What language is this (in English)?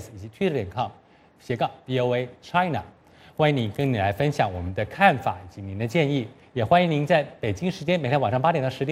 Chinese